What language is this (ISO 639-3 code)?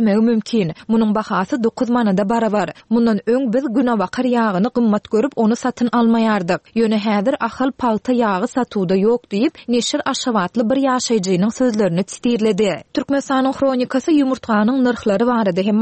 tuk